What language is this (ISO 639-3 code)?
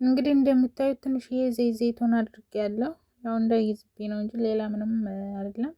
amh